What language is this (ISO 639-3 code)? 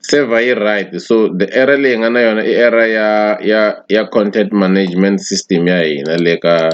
tso